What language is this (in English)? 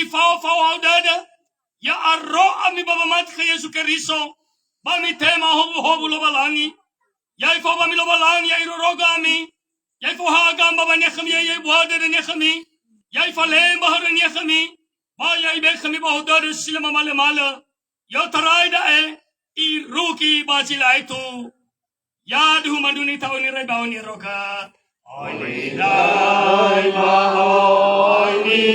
Nias